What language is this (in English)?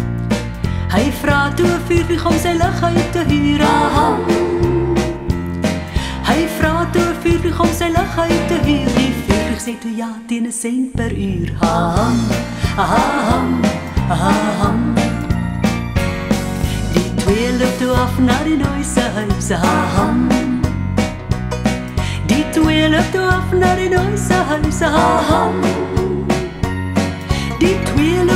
Afrikaans